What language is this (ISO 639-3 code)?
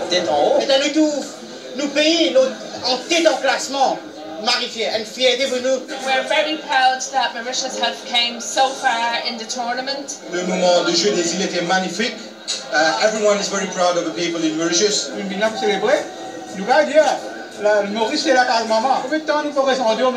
fra